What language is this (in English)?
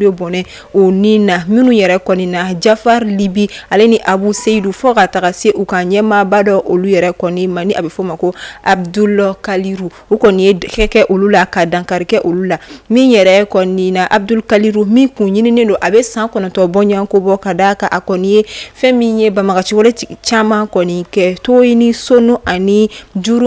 Bambara